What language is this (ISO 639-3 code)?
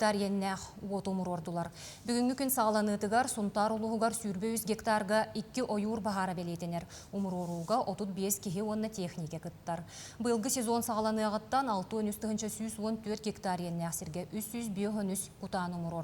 sah